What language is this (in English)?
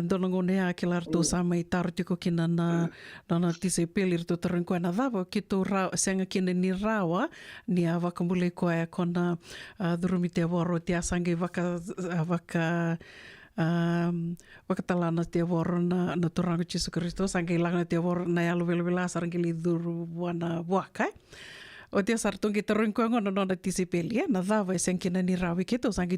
Fijian